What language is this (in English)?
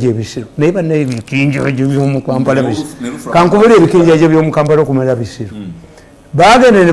Ganda